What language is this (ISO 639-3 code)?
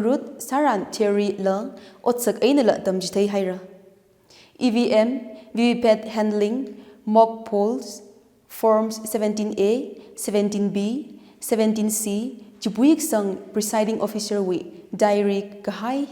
nmf